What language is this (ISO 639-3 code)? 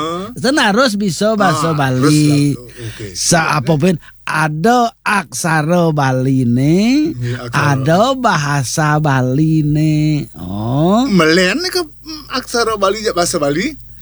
ban